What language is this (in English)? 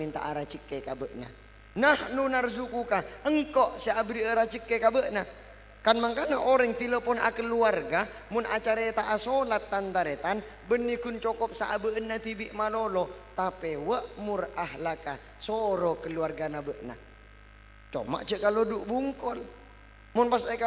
Madurese